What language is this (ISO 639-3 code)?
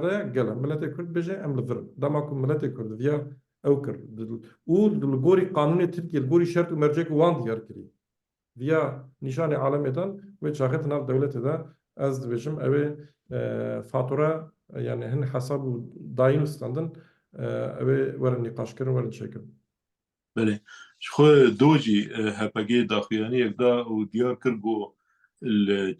kur